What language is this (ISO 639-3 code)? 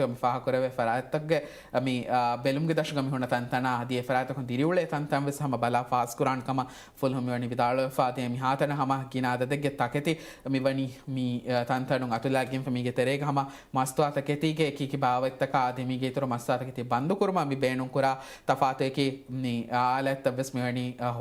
div